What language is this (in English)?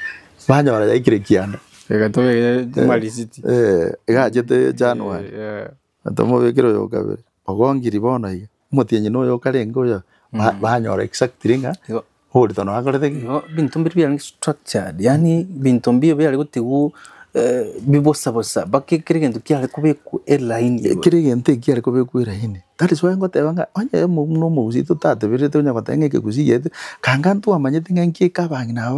Gusii